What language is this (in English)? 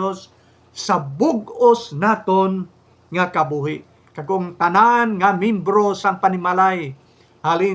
Hiligaynon